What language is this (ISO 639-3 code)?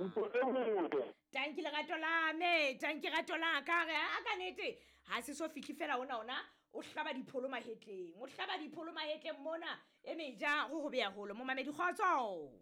sot